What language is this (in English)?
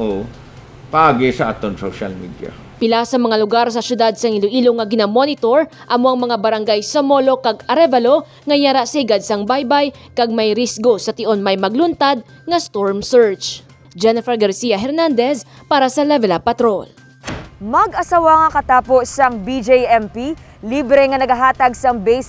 Hiligaynon